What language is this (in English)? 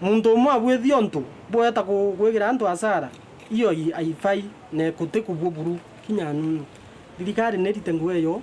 Meru